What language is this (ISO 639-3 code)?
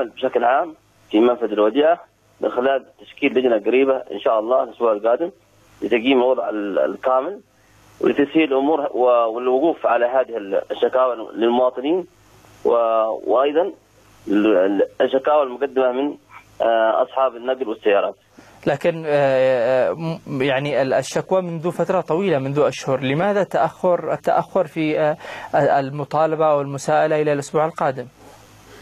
ara